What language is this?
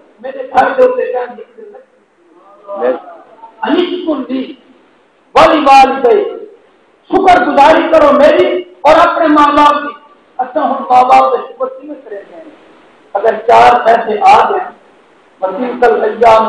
Saraiki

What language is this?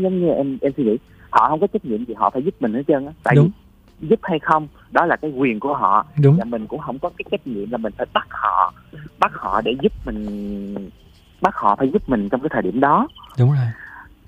Vietnamese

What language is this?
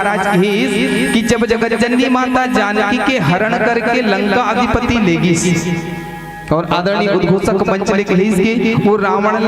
Chhattisgarhi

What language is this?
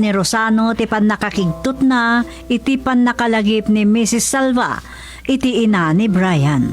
Iloko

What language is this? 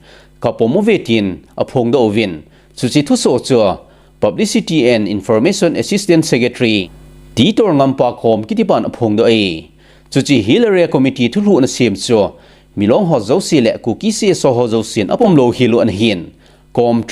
Thado Chin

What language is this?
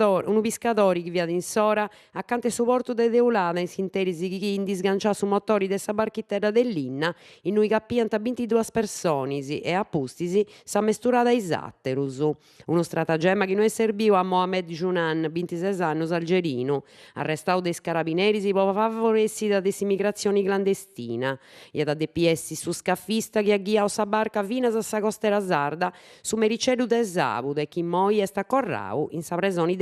Sardinian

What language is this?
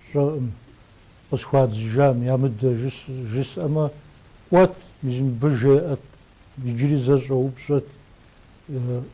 Kabardian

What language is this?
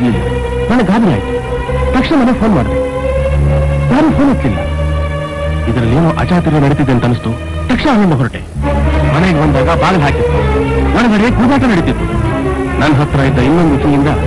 Kannada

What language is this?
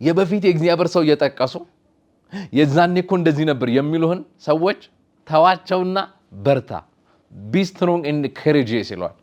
Amharic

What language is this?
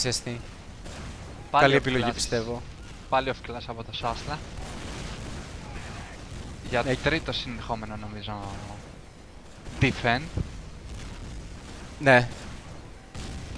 Greek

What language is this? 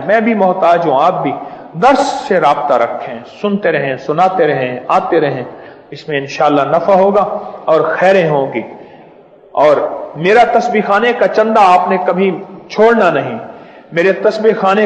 Urdu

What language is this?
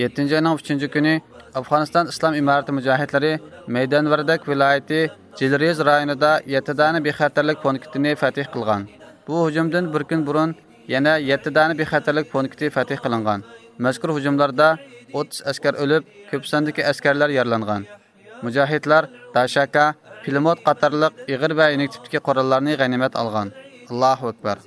Uyghur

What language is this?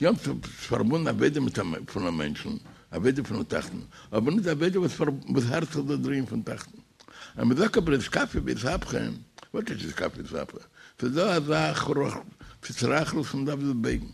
Yiddish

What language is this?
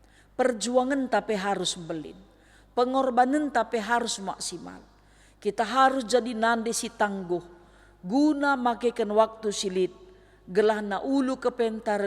Batak Karo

